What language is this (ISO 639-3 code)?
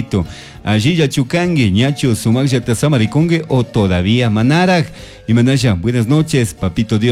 qug